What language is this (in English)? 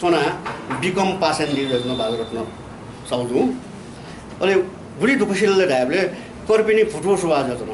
Newari